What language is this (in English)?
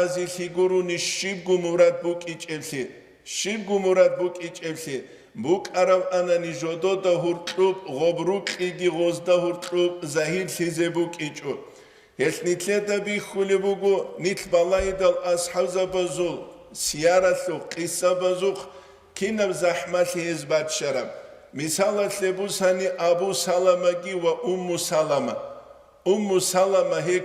Avaric